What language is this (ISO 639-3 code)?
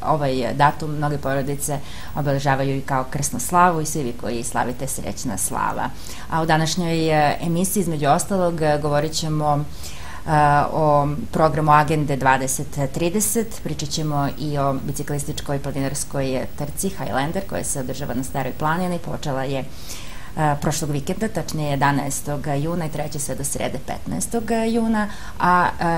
srp